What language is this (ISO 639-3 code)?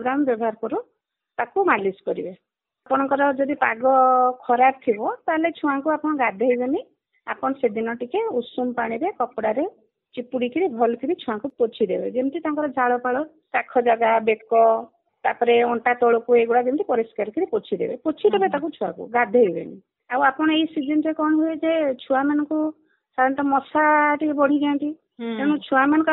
ori